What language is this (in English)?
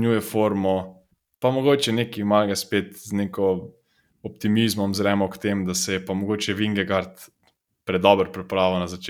Slovenian